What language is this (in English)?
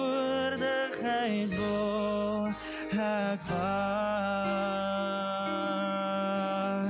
Afrikaans